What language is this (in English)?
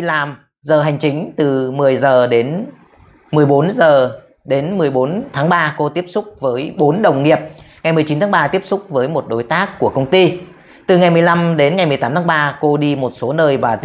Vietnamese